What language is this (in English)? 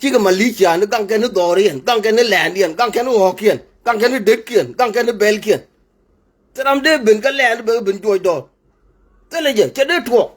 Nuer